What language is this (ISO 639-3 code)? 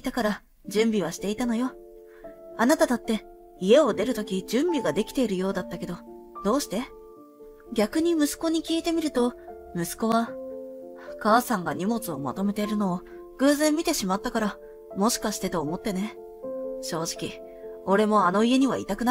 jpn